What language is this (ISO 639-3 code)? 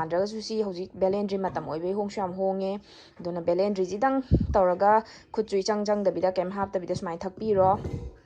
mni